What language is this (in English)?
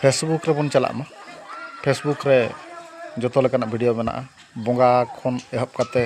Santali